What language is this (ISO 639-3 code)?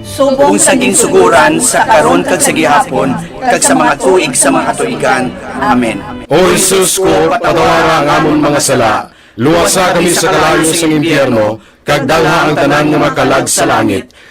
hil